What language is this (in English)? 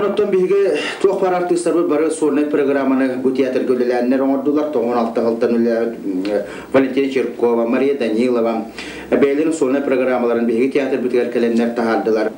Yakut